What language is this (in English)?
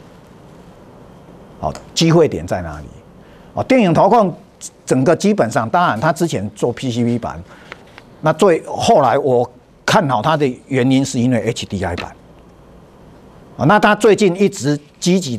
Chinese